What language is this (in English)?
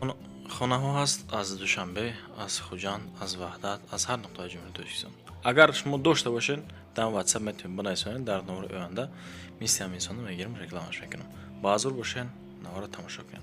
Tajik